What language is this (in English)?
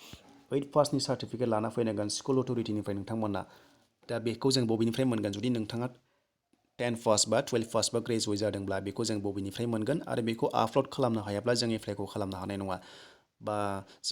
Bodo